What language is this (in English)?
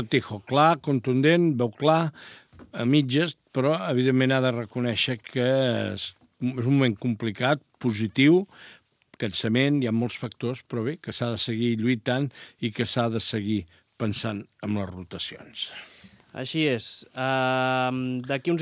Catalan